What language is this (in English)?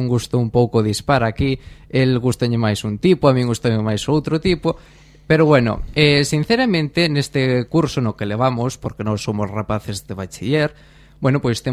Galician